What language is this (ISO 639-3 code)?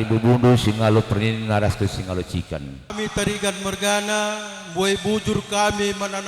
btx